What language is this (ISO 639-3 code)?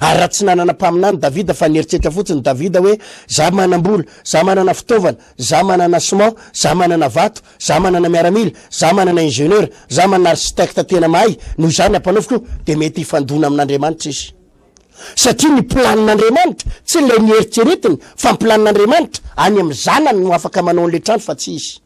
mlg